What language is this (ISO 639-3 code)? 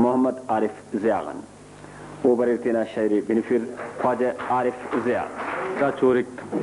brh